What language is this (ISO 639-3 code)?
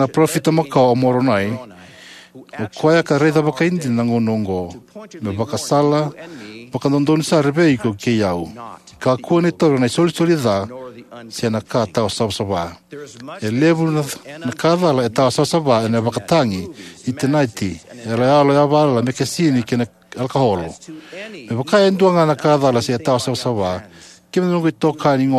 fij